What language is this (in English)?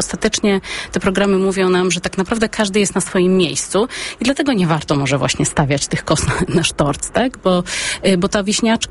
Polish